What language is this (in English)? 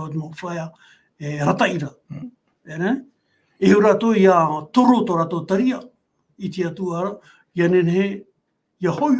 Tahitian